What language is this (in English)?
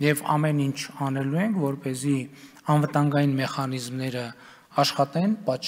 Armenian